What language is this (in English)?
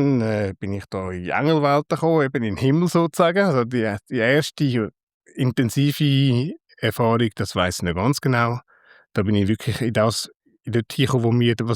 Swiss German